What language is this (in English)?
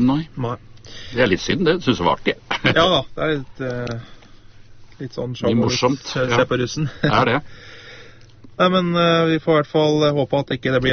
Norwegian